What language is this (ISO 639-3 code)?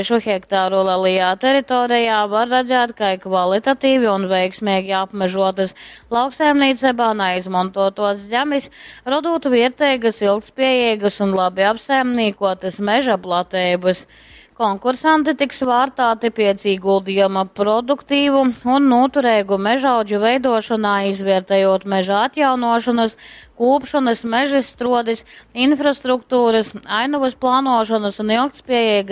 ltg